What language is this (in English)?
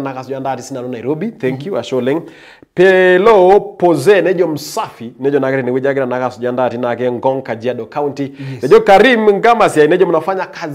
Masai